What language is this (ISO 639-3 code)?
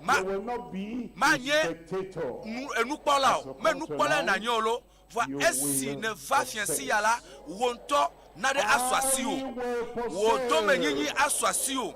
ewe